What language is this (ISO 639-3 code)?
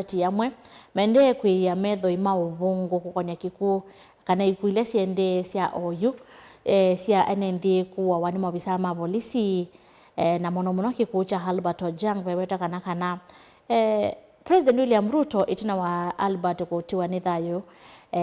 kam